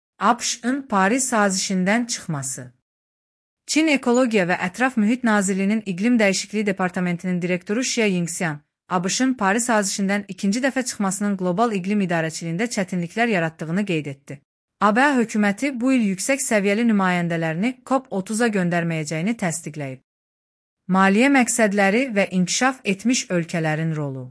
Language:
Azerbaijani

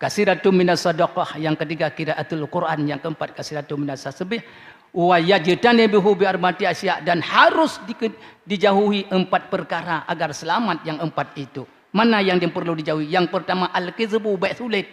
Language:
Achinese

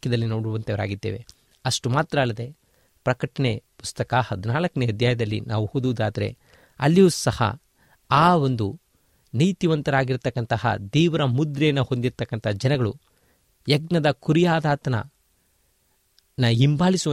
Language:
Kannada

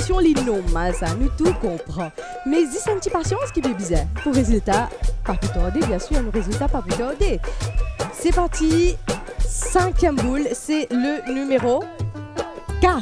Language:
Morisyen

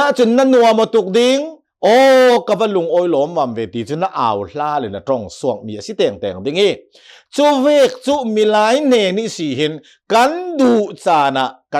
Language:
Hakha Chin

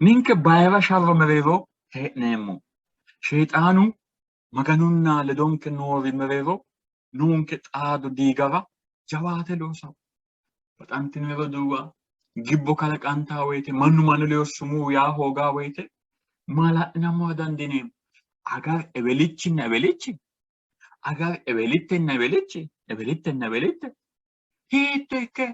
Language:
Sidamo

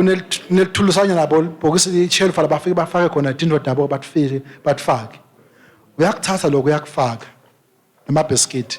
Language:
Swati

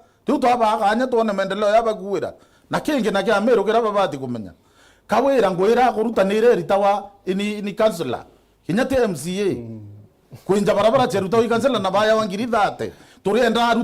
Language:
Meru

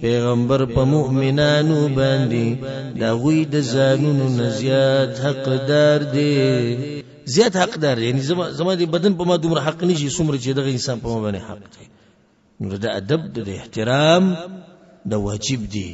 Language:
Pashto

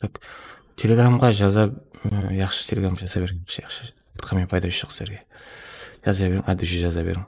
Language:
Kara-Kalpak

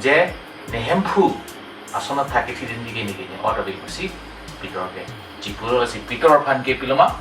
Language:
Karbi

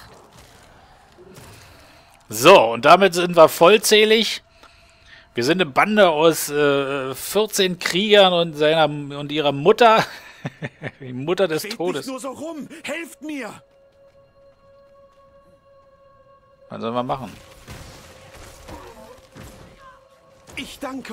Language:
German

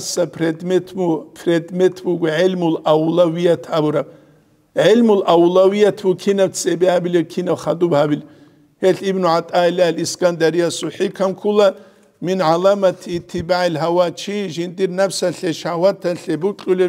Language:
Avaric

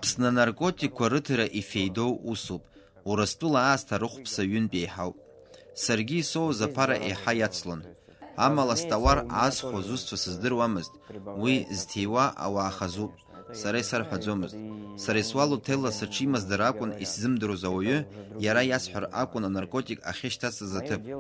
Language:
Abkhazian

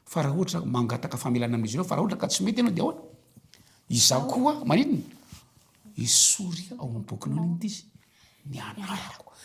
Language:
Malagasy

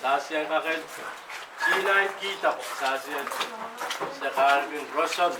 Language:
Pohnpeian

